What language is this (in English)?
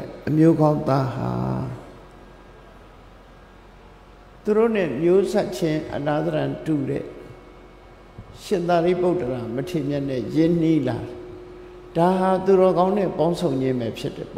Burmese